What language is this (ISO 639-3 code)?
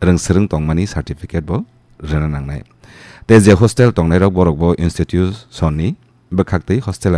trp